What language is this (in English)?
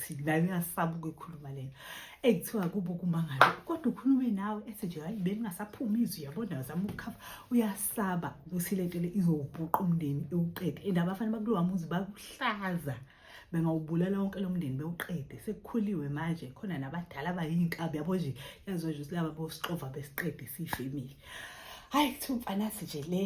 Zulu